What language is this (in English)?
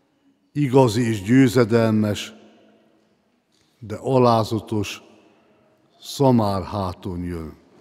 Hungarian